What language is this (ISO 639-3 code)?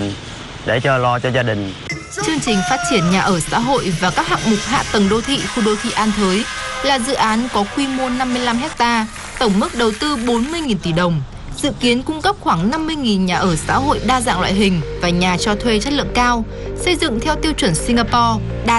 vie